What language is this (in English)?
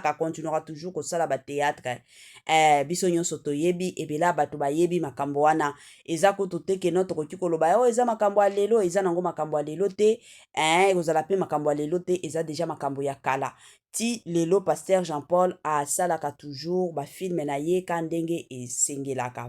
Lingala